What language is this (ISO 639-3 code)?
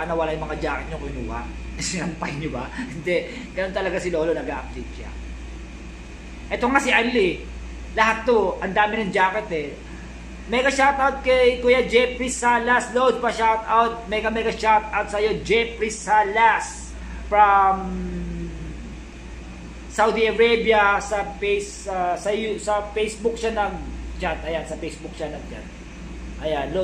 fil